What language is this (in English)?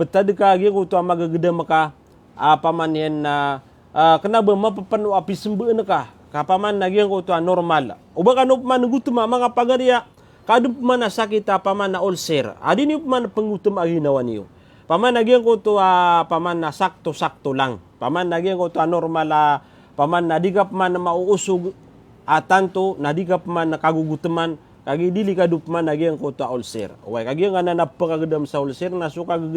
Maranao